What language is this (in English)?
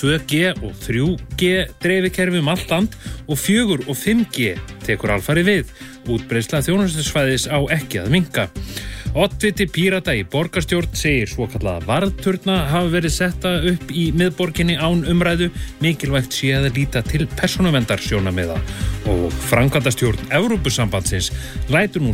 Icelandic